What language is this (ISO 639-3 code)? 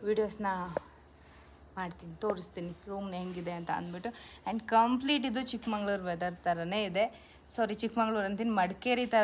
kan